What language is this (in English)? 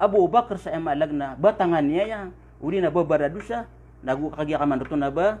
Maranao